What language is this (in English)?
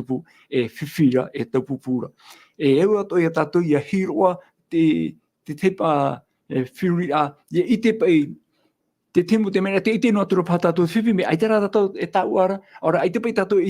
Tahitian